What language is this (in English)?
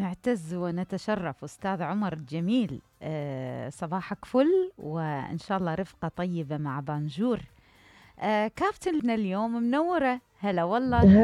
Mesopotamian Arabic